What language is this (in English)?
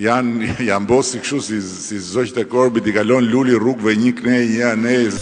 Albanian